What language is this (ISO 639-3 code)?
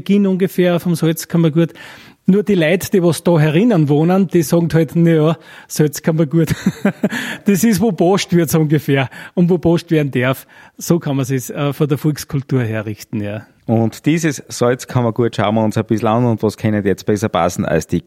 deu